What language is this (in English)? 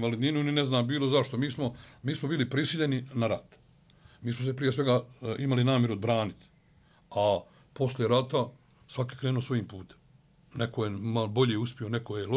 Bosnian